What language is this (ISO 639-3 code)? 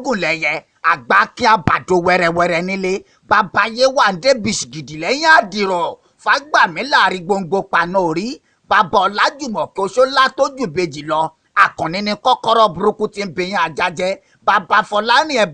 yor